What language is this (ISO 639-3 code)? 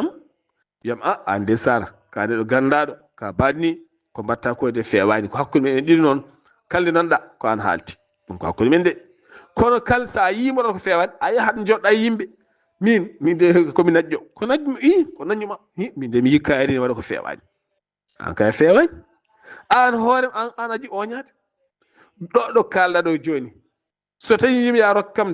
ful